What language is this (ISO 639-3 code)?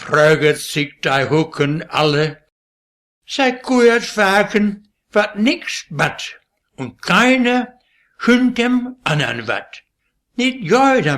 wep